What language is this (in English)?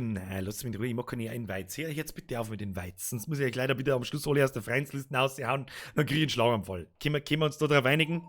Bavarian